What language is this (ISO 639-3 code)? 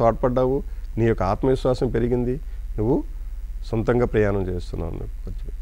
tel